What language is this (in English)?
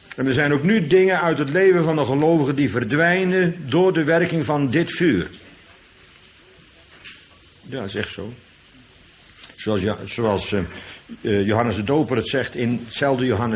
Dutch